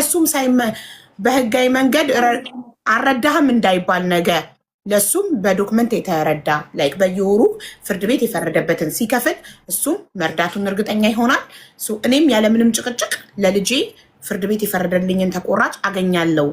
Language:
Amharic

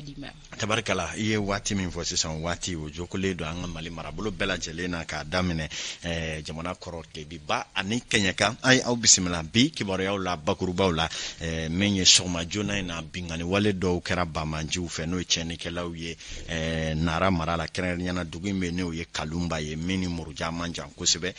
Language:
Bambara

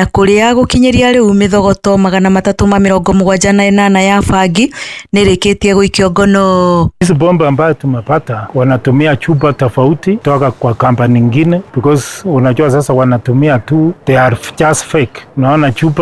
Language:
Kikuyu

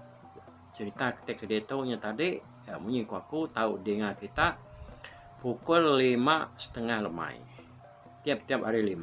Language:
Iban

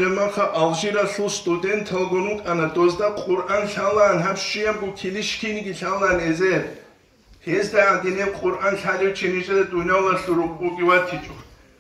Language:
Avaric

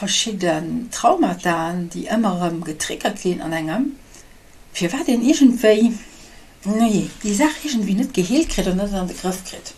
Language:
Luxembourgish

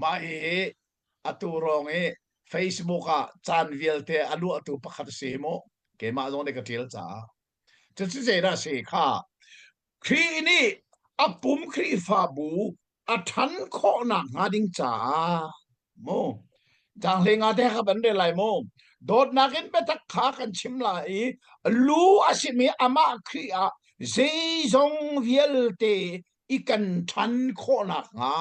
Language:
Hakha Chin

